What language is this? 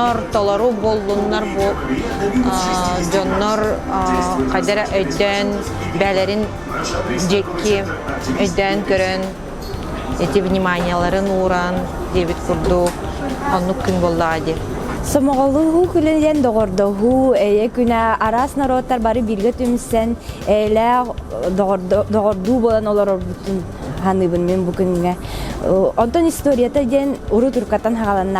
Yakut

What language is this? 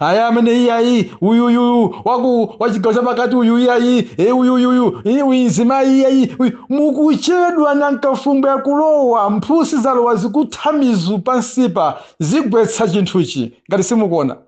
Nyanja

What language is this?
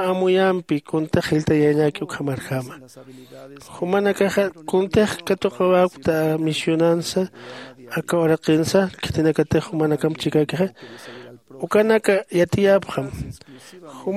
Aymara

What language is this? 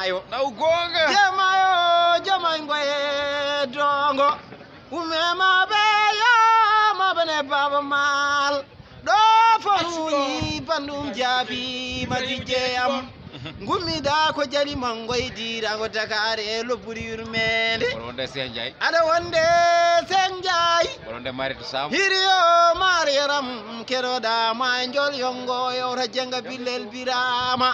Fula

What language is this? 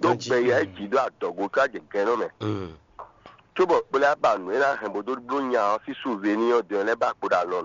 Fon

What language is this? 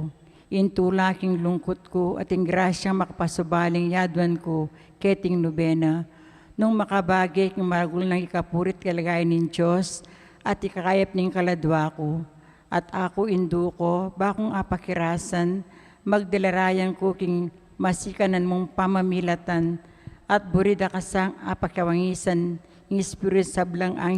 Pampanga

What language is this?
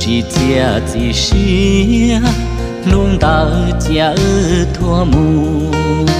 Hmong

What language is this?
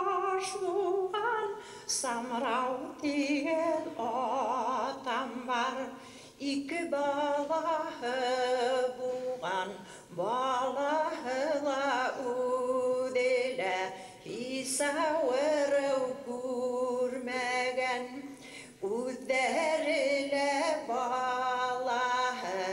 Bashkir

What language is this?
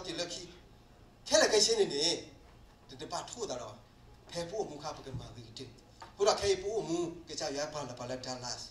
S'gaw Karen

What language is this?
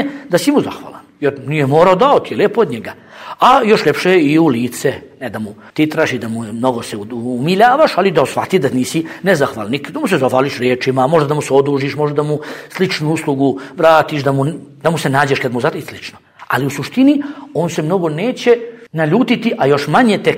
Bosnian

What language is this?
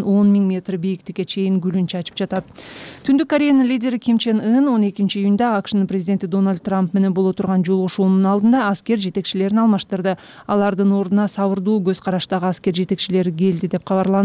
Kyrgyz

